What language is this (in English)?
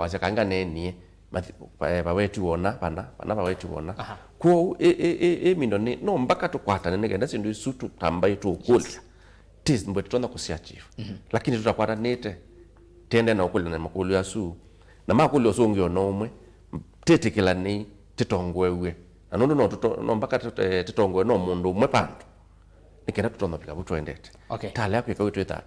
Kamba